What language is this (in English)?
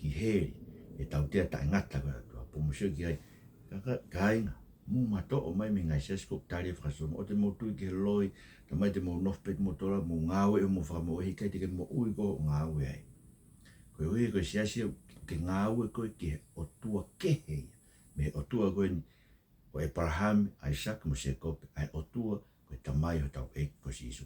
Tongan